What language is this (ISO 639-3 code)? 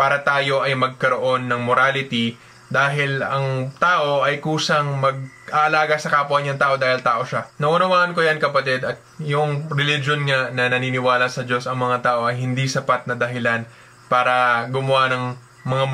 fil